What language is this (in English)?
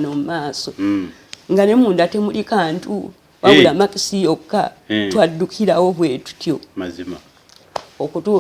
Ganda